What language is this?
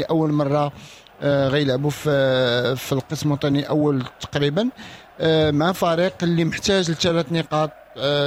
Moroccan Arabic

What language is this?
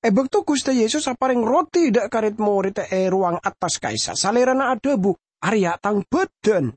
Madurese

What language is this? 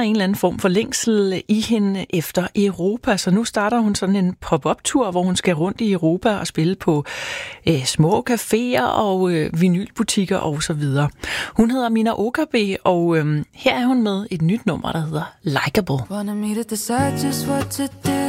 Danish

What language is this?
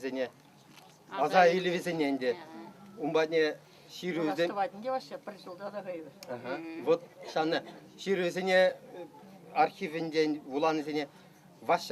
Chuvash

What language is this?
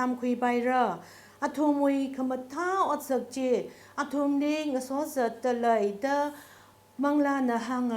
Tangkhul Naga (India)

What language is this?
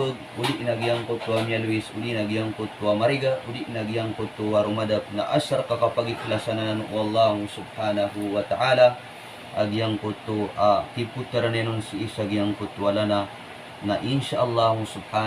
Maranao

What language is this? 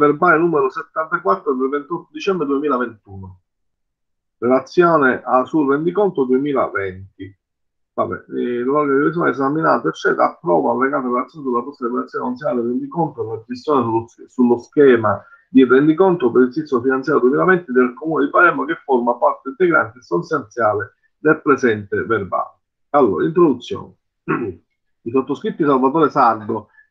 Italian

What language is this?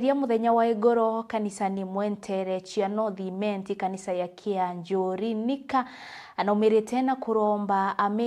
Meru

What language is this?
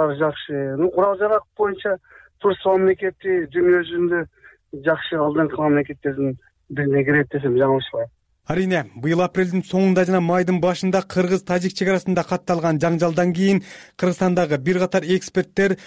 Kyrgyz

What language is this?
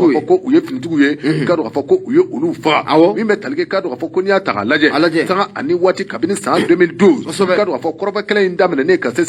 Bambara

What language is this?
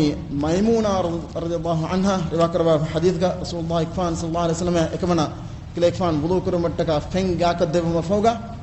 Divehi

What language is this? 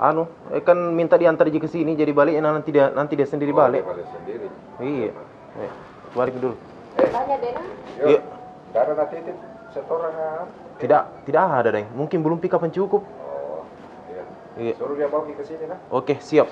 Makassar Malay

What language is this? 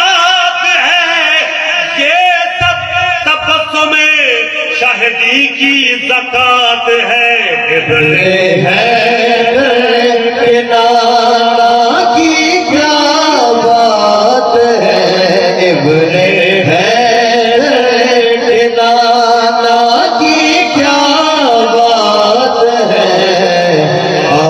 Saraiki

